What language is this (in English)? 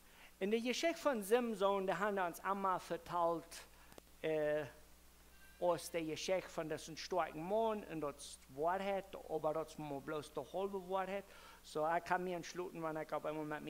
Plautdietsch